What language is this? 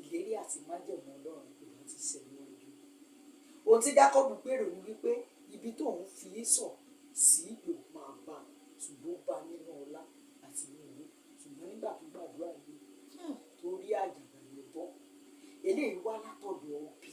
Yoruba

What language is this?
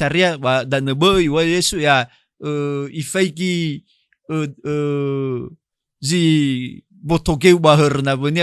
Nias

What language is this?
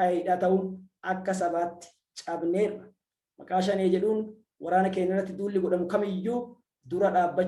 Oromo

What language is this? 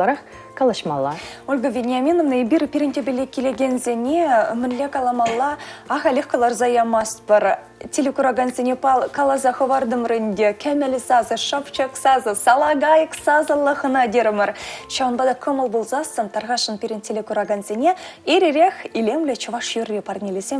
Chuvash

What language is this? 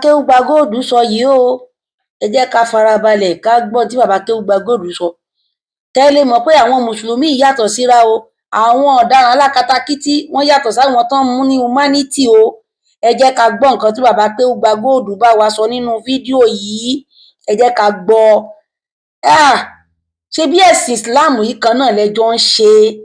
Yoruba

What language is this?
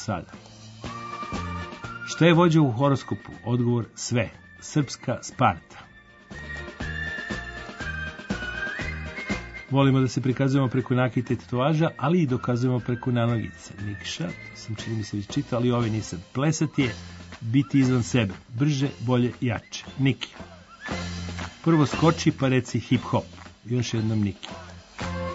Serbian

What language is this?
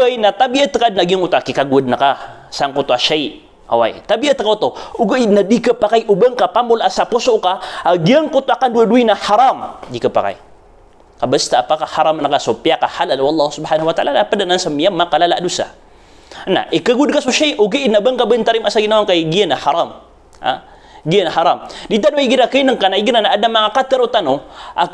Maranao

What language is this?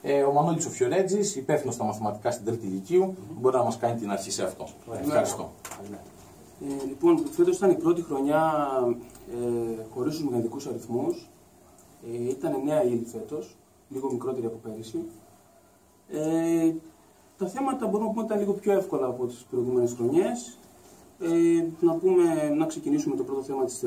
Greek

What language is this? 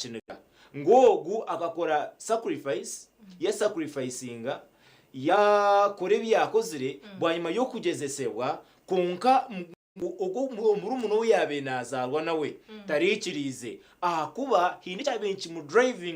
Nyankole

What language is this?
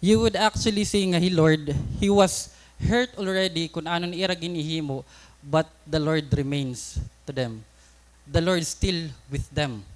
Waray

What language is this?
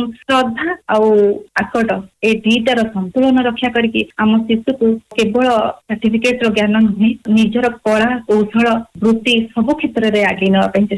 Odia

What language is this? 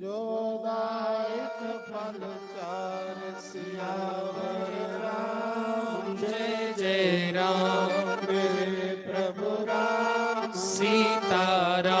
Dogri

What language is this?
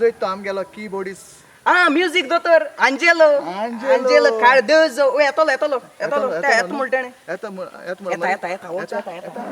Konkani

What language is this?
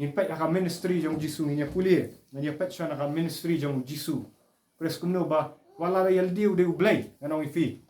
Khasi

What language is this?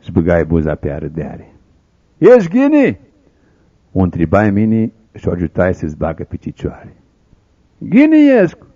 Aromanian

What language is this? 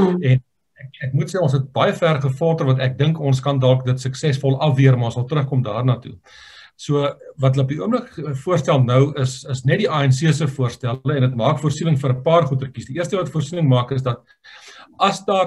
Afrikaans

